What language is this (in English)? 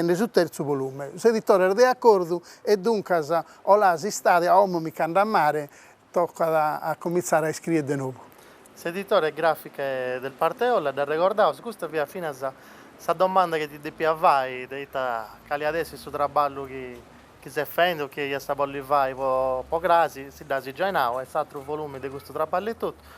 Sardinian